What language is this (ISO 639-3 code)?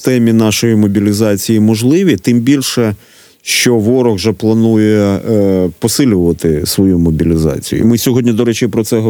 ukr